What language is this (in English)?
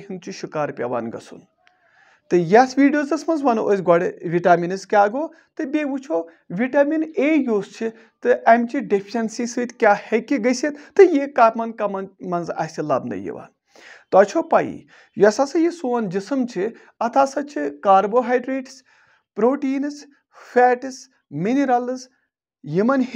Kashmiri